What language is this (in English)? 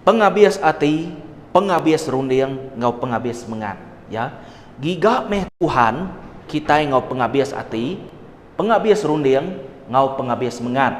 Iban